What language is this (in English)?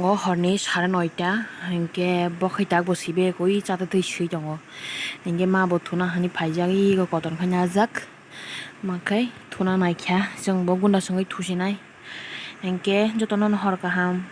Kok Borok